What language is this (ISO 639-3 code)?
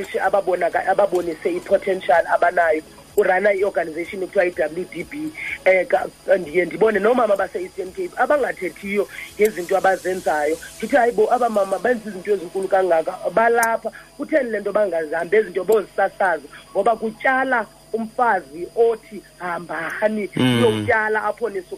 xho